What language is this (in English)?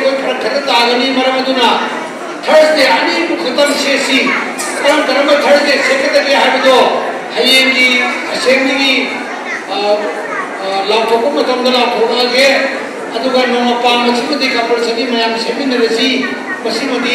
Manipuri